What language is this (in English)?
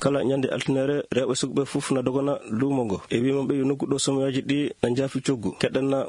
Fula